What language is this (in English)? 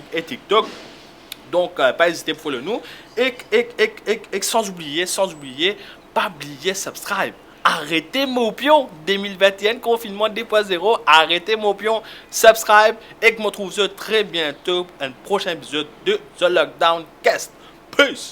Morisyen